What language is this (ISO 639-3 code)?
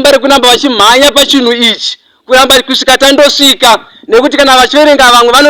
sna